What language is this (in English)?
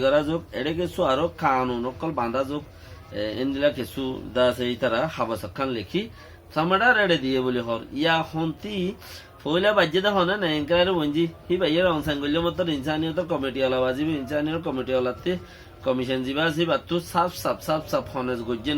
Rohingya